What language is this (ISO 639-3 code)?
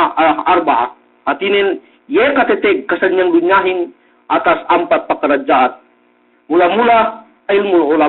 yka